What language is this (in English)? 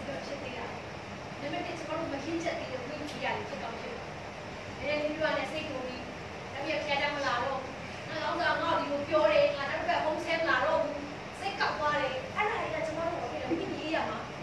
Burmese